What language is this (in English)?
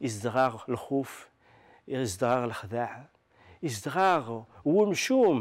Kabyle